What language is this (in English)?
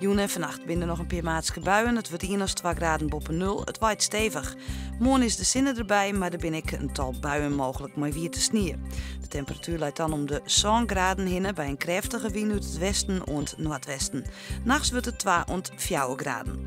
Western Frisian